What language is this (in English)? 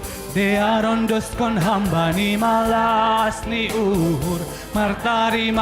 Batak Simalungun